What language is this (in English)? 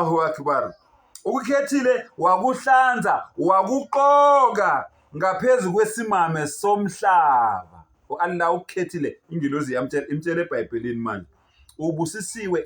Zulu